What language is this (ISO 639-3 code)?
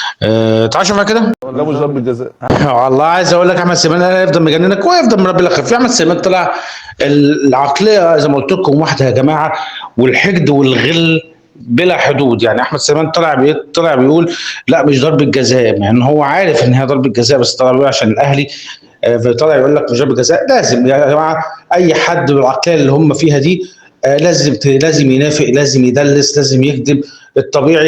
arz